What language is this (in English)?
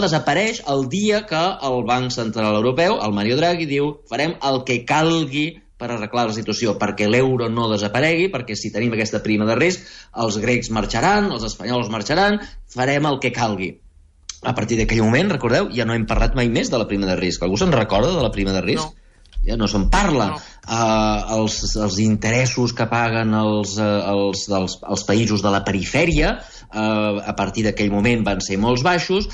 Catalan